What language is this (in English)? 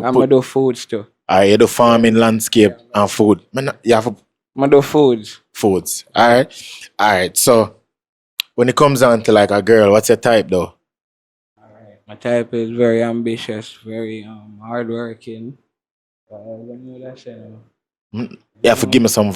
Jamaican Creole English